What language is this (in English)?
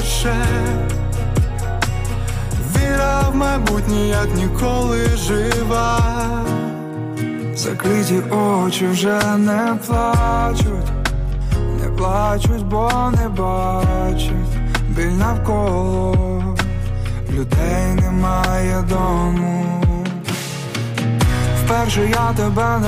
Ukrainian